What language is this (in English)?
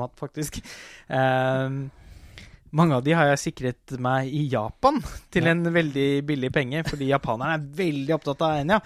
Norwegian